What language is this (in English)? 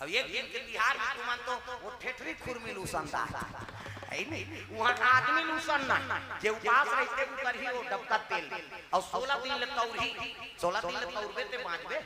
Chhattisgarhi